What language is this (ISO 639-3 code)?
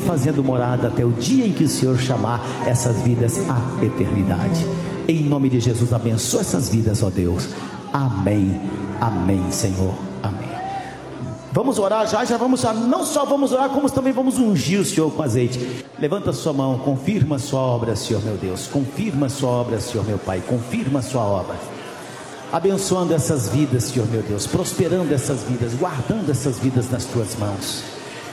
por